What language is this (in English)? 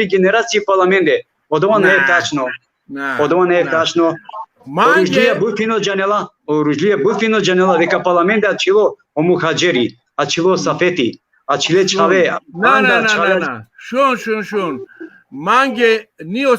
Balkan Romani